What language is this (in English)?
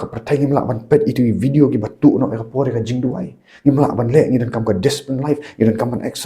Khasi